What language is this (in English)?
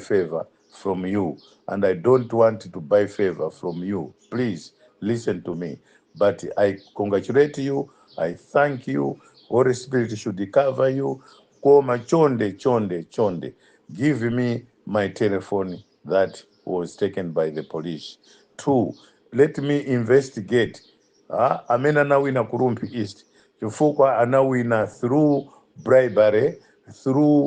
Nyanja